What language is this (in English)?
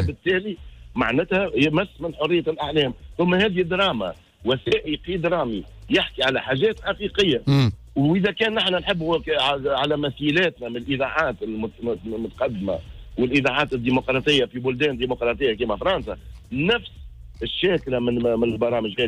Tunisian Arabic